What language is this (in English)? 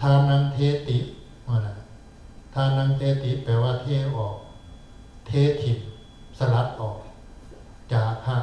Northeastern Thai